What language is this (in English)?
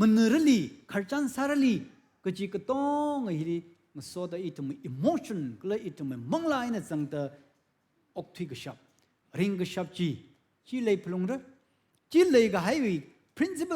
Tangkhul Naga (India)